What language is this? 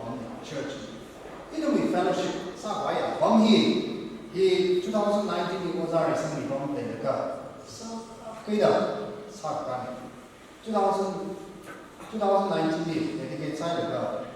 Tangkhul Naga (India)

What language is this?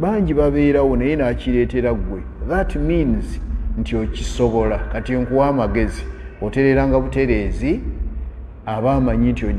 Ganda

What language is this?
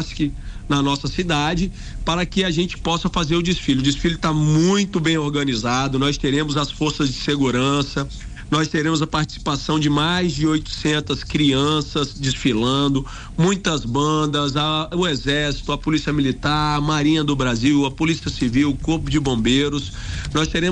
Portuguese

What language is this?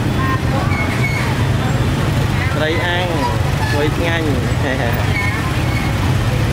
Vietnamese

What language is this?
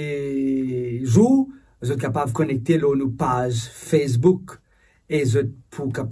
Morisyen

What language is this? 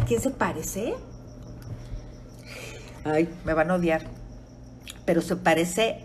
Spanish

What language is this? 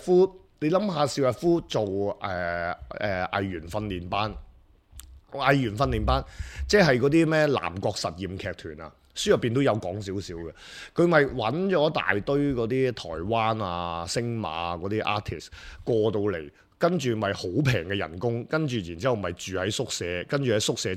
Cantonese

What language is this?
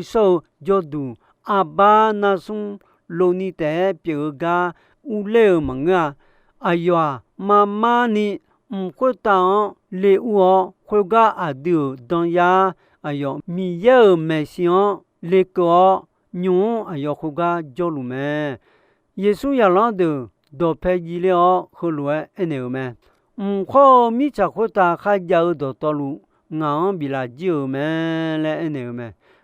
Akha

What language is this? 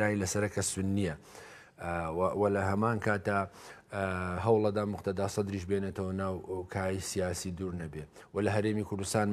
Central Kurdish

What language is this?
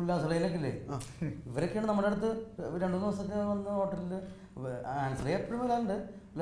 Malayalam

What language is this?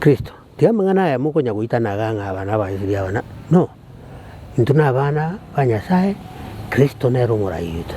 Gusii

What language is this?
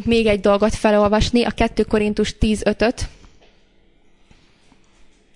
Hungarian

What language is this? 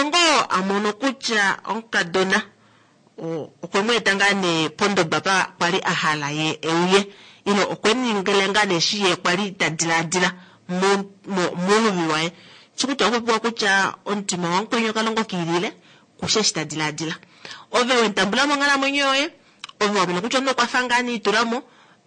Kuanyama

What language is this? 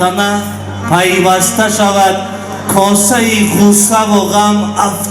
Tajik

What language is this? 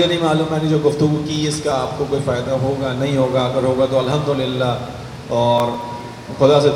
Urdu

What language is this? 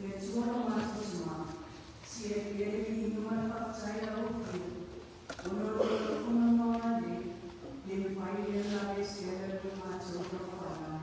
Samoan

